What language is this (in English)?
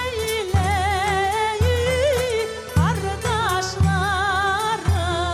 Crimean Tatar